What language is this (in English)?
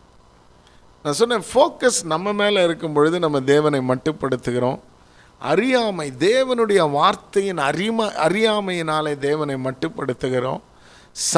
Tamil